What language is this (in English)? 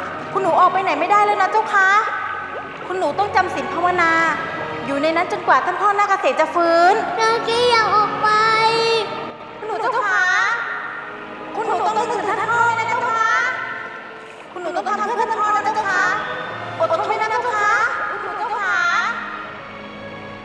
Thai